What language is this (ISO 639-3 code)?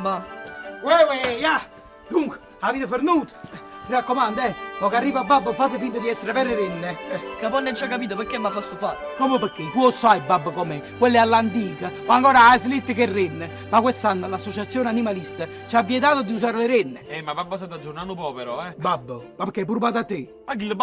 nap